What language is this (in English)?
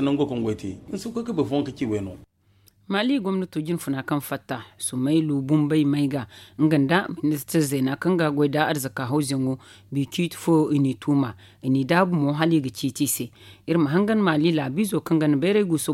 Zarma